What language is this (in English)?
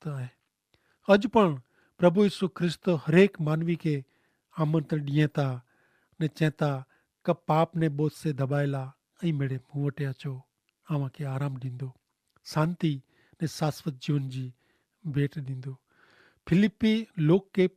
Kachhi